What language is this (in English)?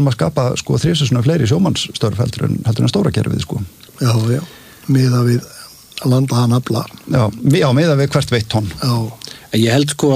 Icelandic